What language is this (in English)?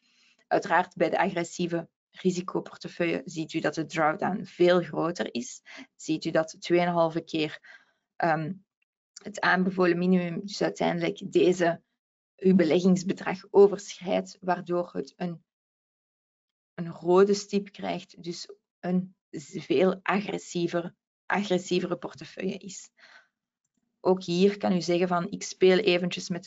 Dutch